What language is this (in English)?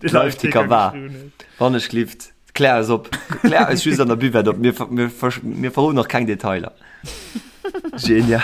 Luxembourgish